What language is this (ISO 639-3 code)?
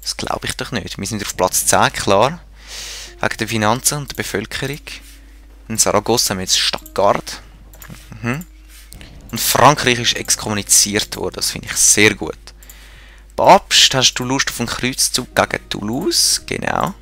gsw